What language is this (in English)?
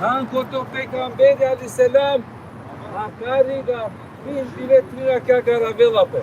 Balkan Romani